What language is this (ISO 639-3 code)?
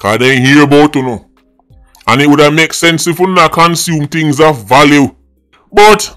jam